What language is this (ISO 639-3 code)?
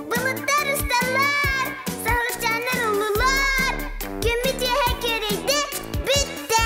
sah